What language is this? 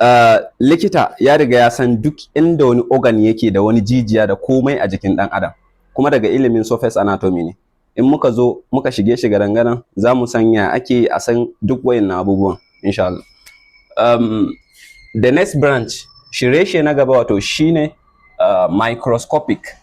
Hausa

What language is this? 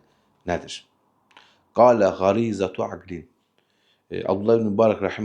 Azerbaijani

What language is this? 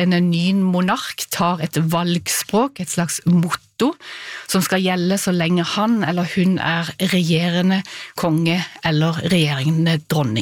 Norwegian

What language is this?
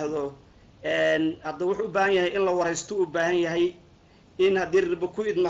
Somali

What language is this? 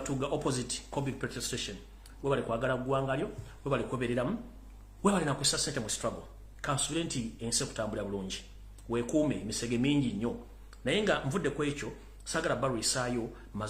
Ganda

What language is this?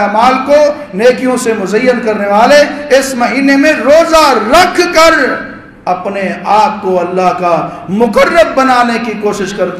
Urdu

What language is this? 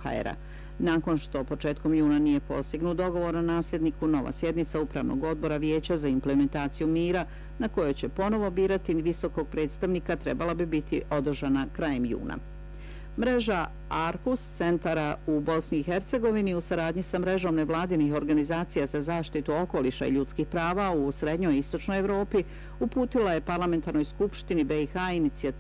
Bosnian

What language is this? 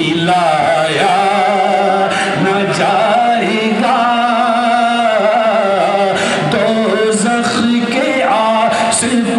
Urdu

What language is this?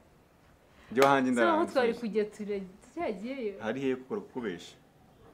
Kinyarwanda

